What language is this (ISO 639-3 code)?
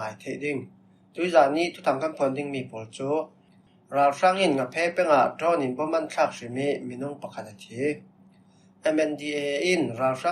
cfm